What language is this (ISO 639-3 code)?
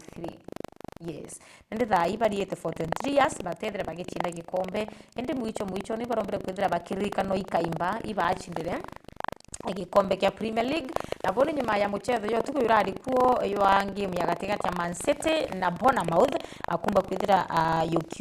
mer